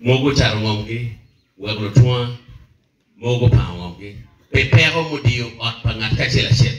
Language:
Acoli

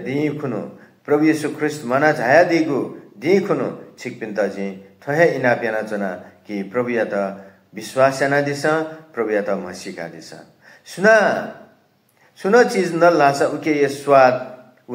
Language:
Newari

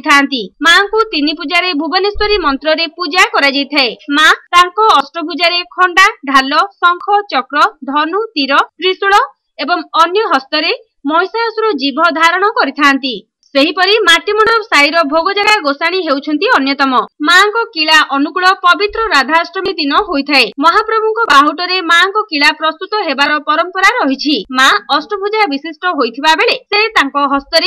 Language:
Odia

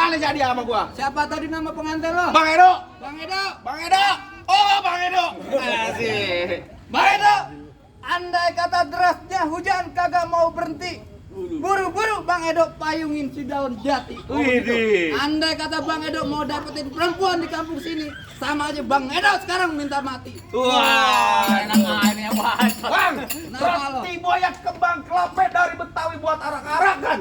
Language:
Betawi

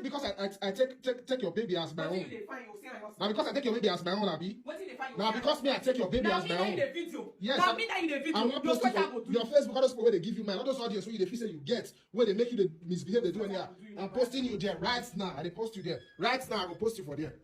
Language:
Nigerian Pidgin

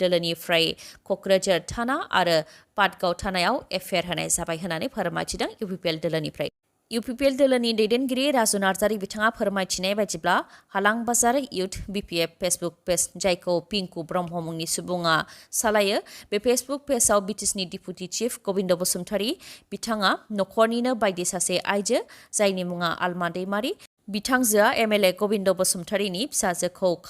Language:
Bodo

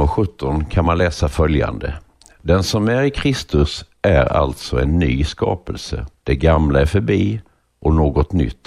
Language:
Swedish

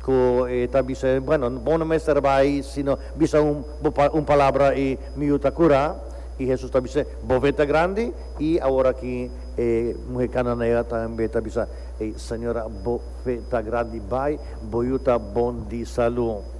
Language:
Papiamento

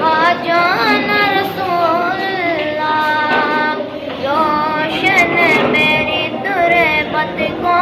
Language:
Pahari-Potwari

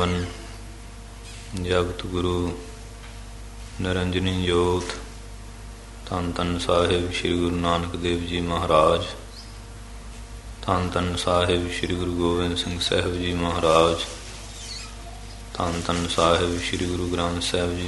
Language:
Punjabi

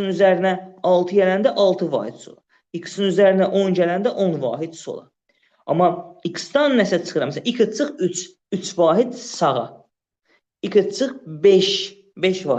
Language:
Azerbaijani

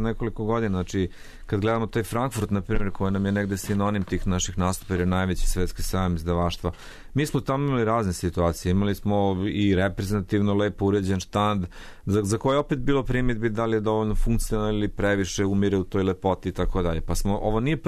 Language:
Serbian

